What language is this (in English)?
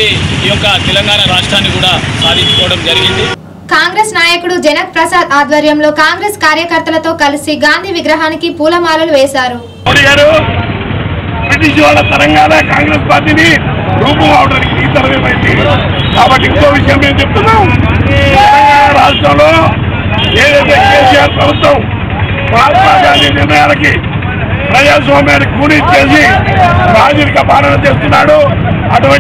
Telugu